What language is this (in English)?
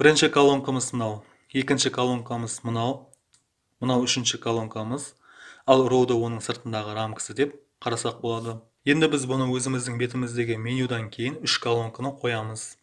Kara-Kalpak